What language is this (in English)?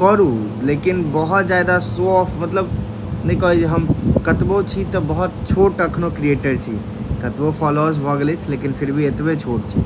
Maithili